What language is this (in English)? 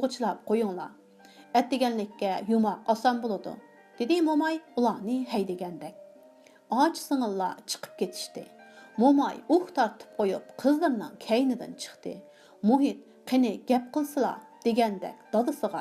Uyghur